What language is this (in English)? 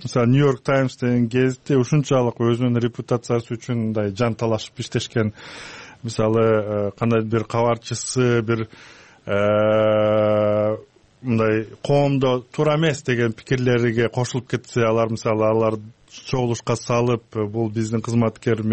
Kyrgyz